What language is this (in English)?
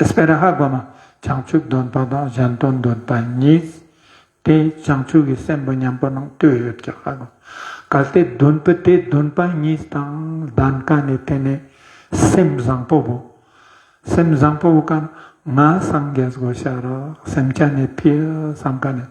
Ladakhi